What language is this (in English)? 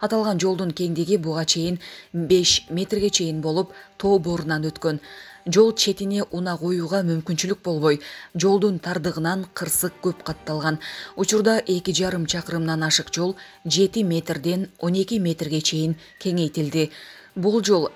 Kyrgyz